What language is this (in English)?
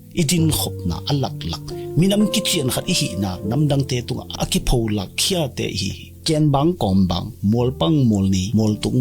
Tedim Chin